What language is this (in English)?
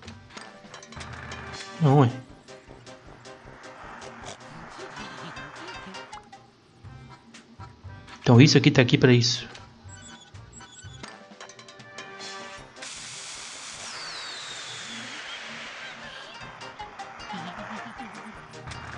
Portuguese